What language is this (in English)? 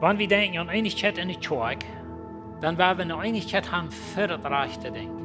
Plautdietsch